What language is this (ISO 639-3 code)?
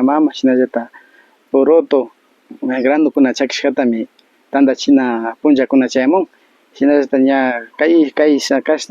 qvi